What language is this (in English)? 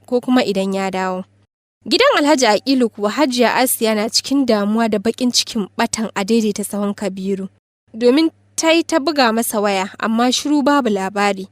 Hausa